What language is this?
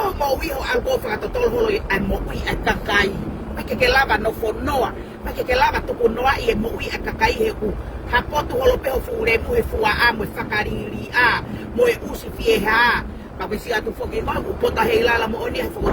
Tongan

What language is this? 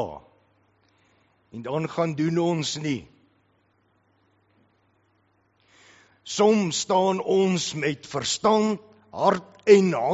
Afrikaans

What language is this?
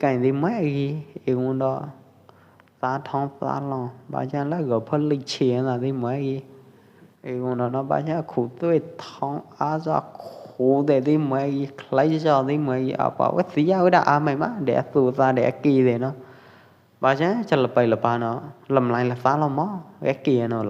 Pwo Eastern Karen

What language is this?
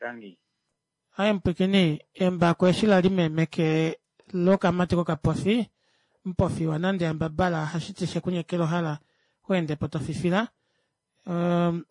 Kuanyama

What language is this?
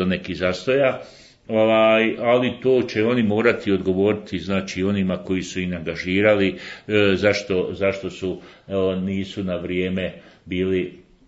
Bosnian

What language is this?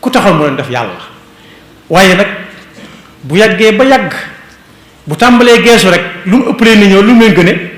Wolof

